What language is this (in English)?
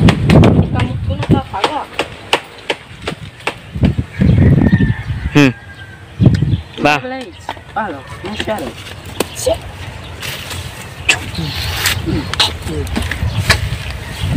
Filipino